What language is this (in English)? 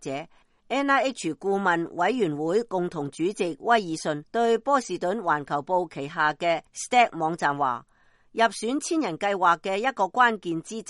Cantonese